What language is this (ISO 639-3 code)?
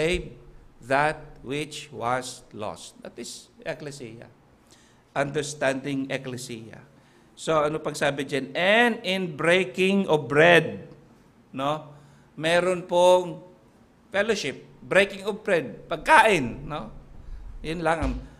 fil